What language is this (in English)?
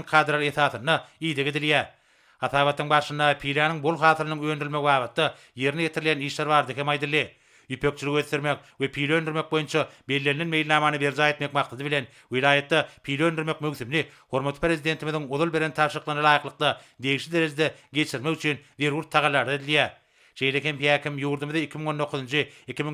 Turkmen